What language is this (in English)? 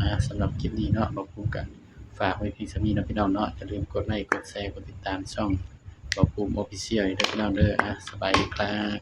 Northeastern Thai